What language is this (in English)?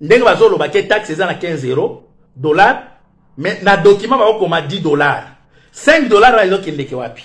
Lingala